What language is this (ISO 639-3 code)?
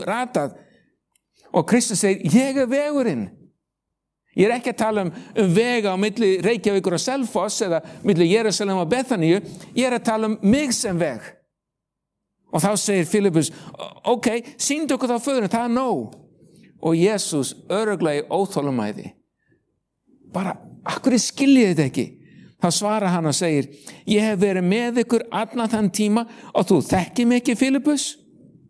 isl